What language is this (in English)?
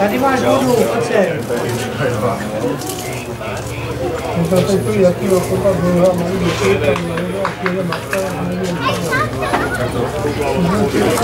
Czech